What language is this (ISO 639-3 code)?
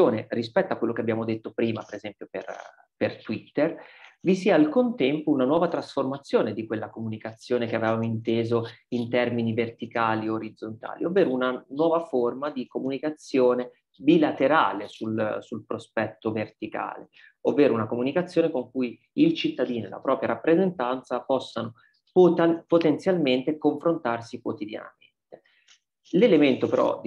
ita